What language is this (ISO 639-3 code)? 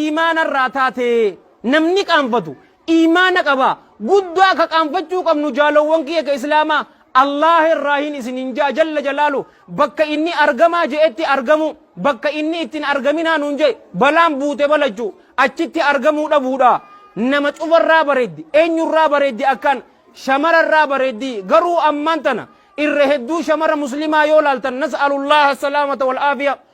orm